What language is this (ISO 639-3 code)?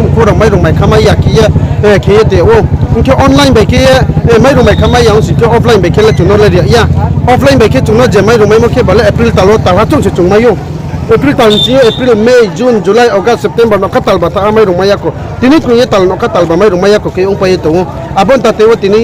ria